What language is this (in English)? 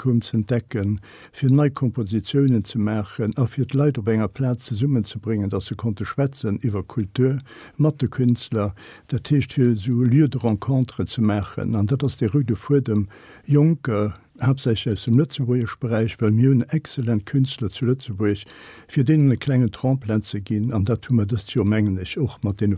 Luxembourgish